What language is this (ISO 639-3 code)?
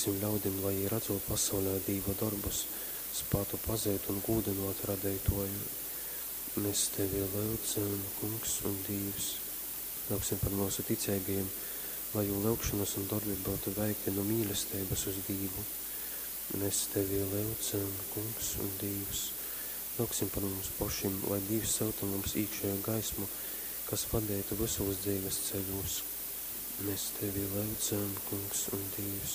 ltg